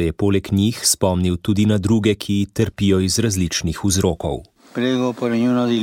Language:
Slovenian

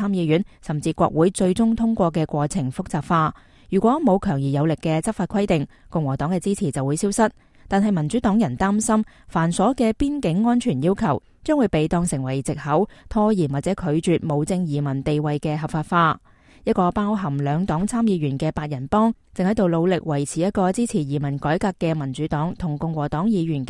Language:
Cantonese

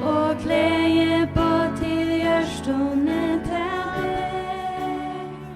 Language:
Faroese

